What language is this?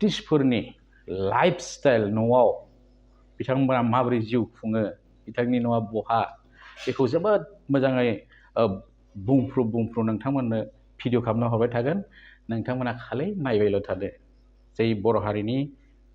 Bodo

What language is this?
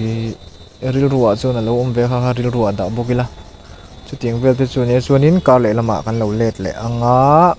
Mizo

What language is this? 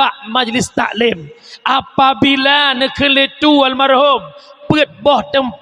Achinese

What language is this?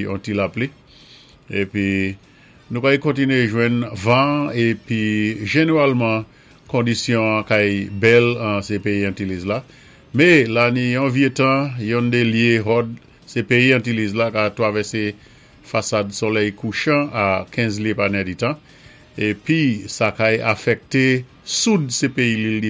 Saint Lucian Creole French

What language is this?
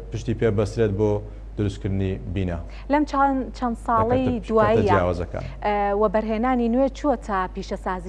Central Kurdish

